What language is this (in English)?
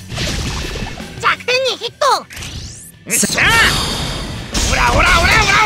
Japanese